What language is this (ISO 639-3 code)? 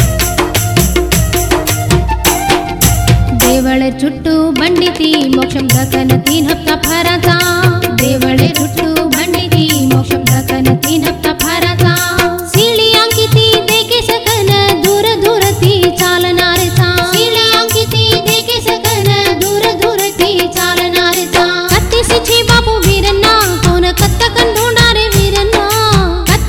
tel